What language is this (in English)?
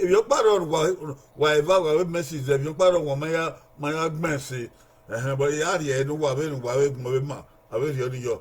Bini